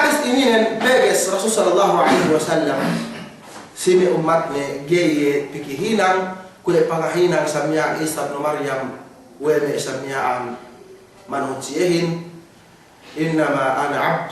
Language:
Yakan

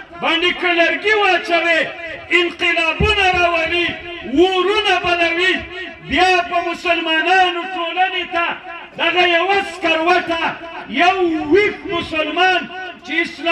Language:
Pashto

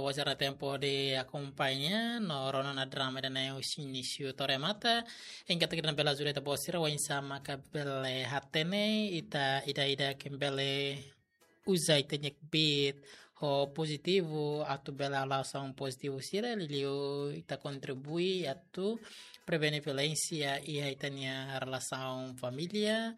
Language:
Tetum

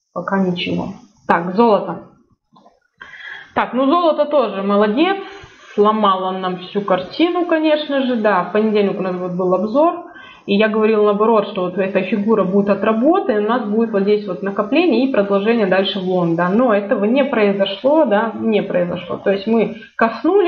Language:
Russian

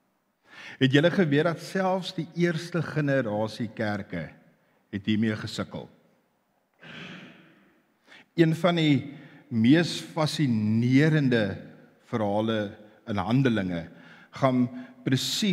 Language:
Afrikaans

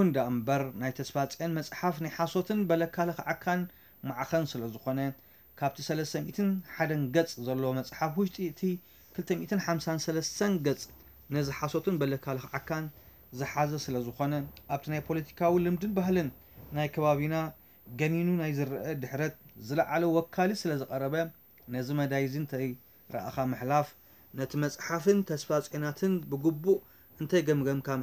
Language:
Tigrinya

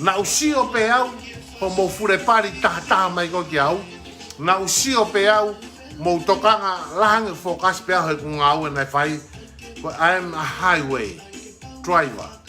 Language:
Tongan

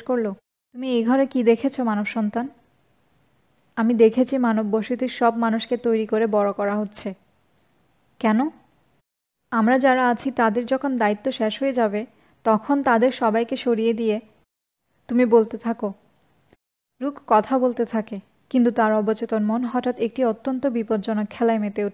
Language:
Bangla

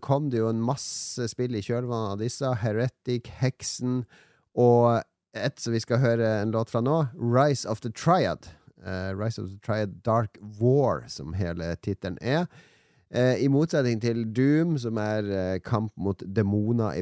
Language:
Norwegian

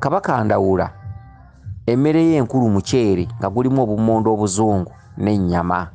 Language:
Ganda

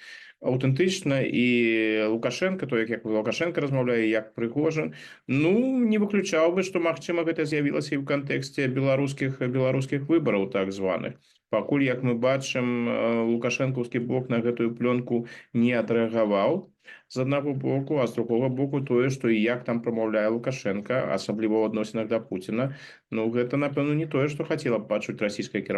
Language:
Belarusian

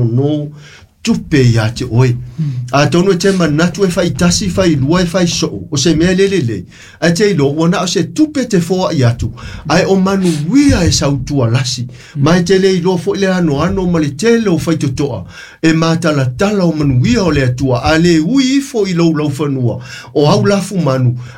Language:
Samoan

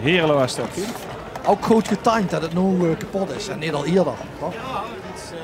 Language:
Limburgish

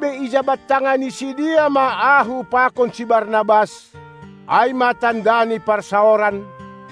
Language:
Batak Simalungun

